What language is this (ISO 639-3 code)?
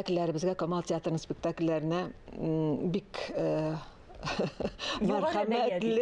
tat